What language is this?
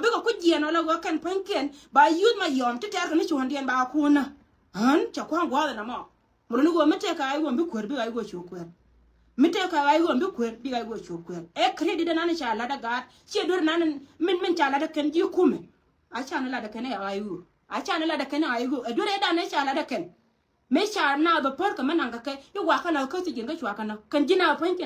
Nuer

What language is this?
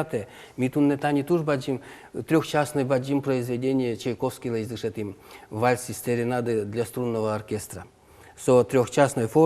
Udmurt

